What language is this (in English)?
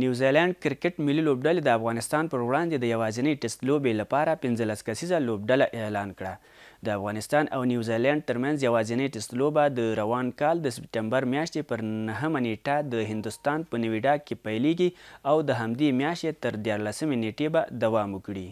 Pashto